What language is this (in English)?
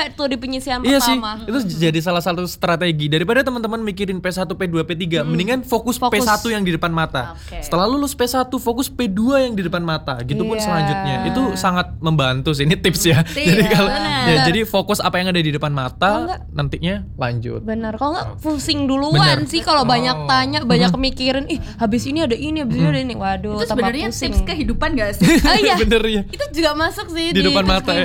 Indonesian